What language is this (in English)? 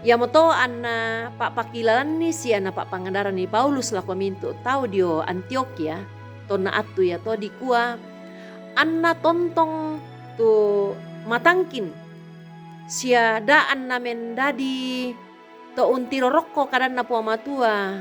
Toraja-Sa'dan